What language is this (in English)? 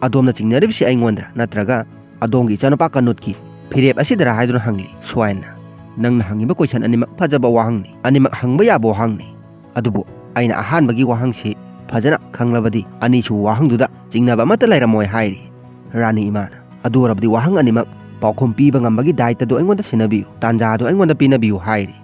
Manipuri